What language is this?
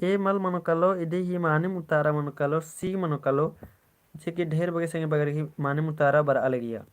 Kurukh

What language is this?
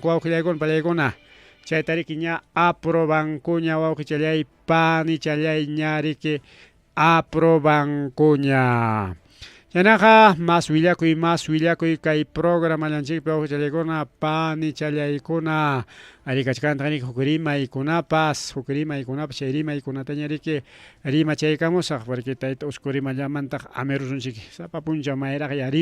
Ayacucho Quechua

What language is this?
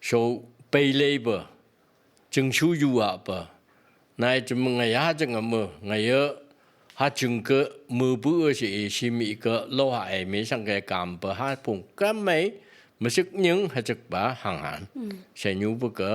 Phom Naga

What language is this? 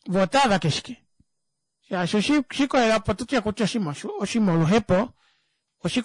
Kuanyama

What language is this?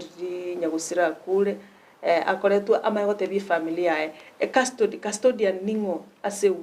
Gusii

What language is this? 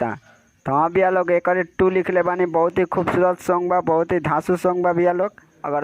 Bhojpuri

